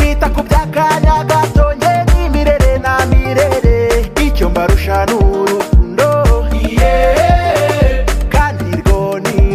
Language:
Kinyarwanda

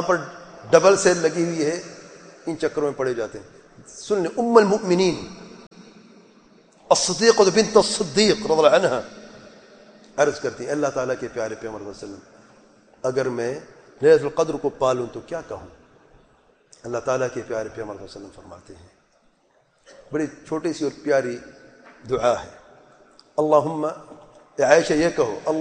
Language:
Urdu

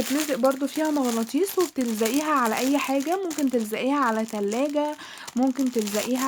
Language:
Egyptian Arabic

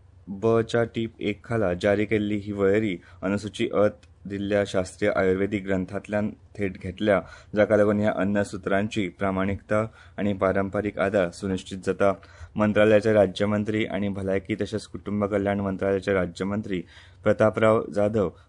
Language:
Konkani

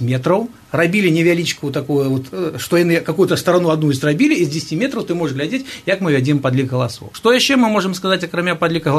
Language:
Belarusian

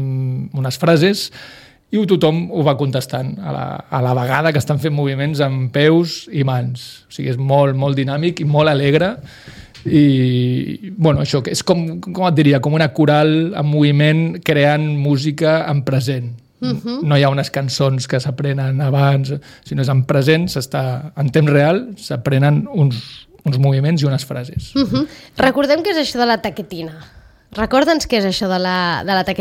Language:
Catalan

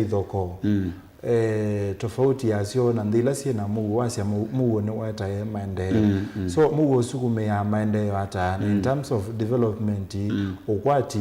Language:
Kamba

